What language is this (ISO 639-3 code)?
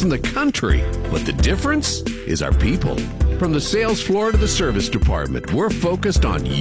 eng